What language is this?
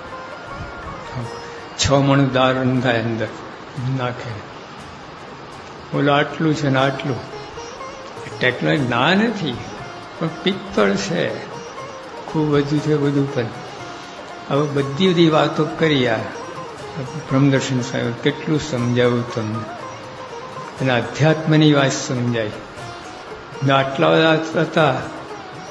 Gujarati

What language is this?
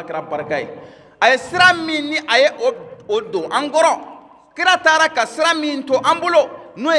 Bambara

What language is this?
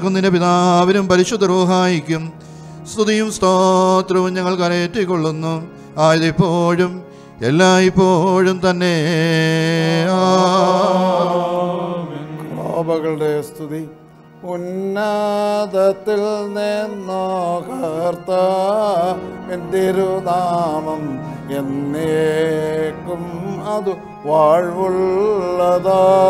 Malayalam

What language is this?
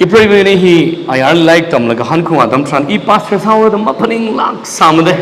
Tangkhul Naga (India)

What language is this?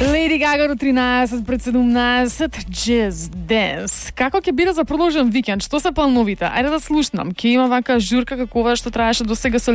Macedonian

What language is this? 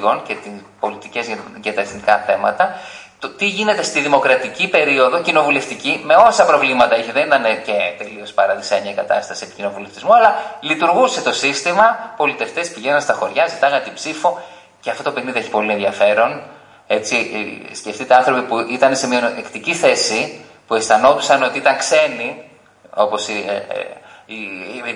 Greek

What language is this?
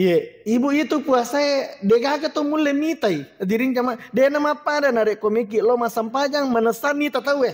Buginese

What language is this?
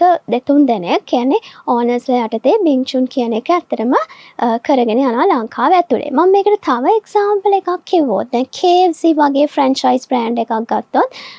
Sinhala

